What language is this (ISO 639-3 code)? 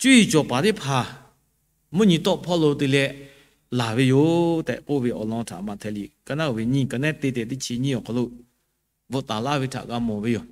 lhu